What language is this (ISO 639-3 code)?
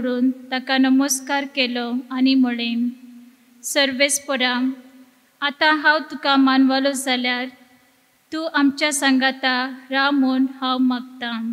kok